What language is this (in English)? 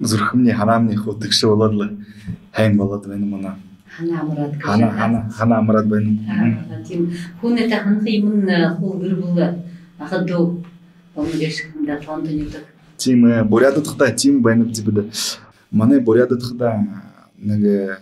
Buriat